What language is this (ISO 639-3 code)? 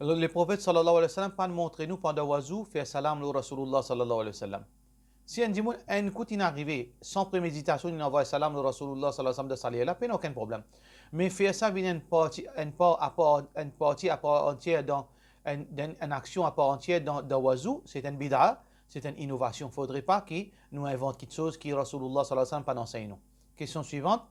mfe